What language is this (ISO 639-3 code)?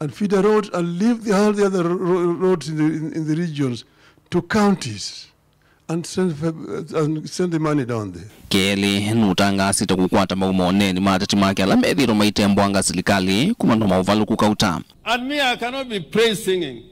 kam